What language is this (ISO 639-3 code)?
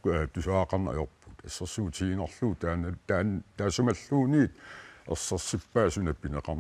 kal